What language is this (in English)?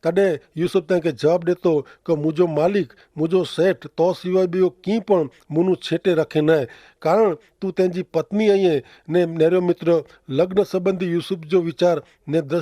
Kachhi